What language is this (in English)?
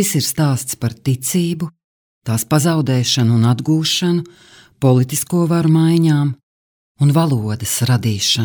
Latvian